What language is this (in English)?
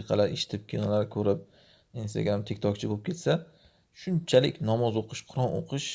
Uzbek